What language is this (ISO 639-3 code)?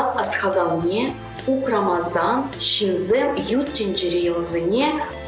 chv